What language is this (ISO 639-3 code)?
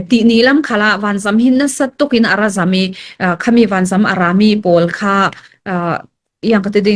cfm